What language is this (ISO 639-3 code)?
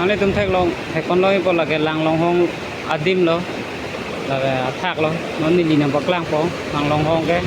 mjw